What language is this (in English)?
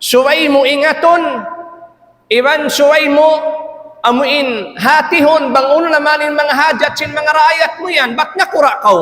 Tausug